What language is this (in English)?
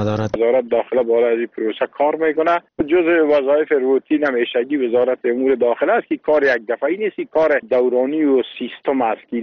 Persian